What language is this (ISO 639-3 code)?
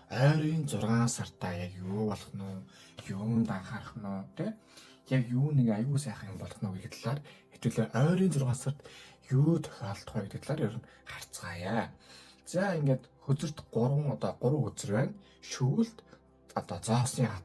mon